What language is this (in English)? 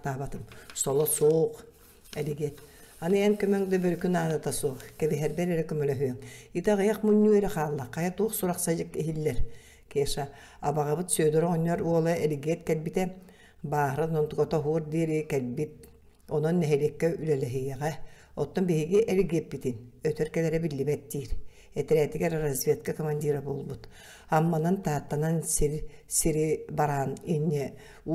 Yakut